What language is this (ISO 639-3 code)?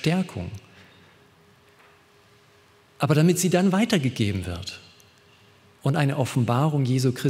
deu